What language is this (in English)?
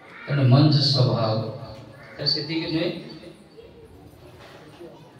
Odia